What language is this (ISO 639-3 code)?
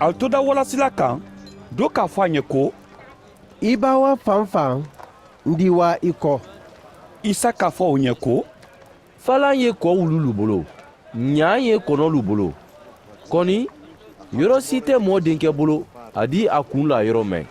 man